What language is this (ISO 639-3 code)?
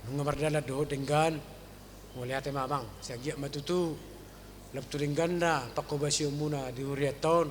bbc